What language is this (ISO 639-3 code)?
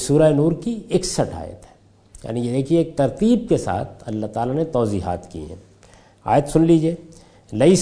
urd